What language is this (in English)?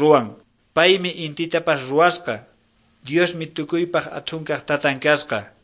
Quechua